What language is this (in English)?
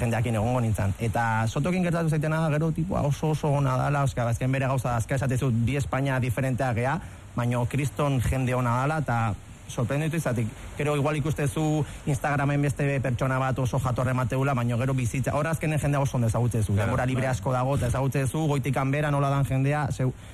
Basque